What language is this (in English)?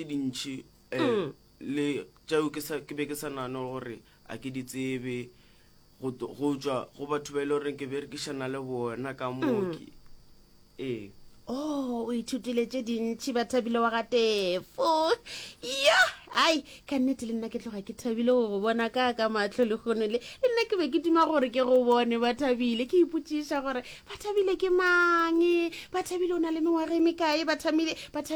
Northern Sotho